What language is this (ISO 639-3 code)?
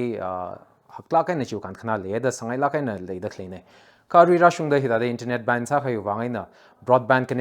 nmf